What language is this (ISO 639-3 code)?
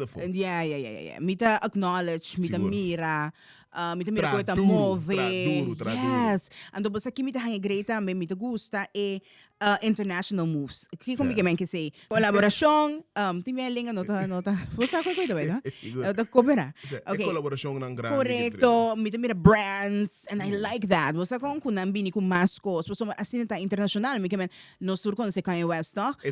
pap